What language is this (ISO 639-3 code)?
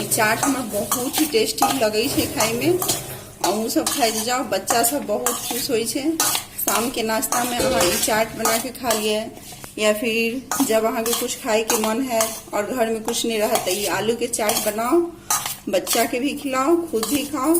mai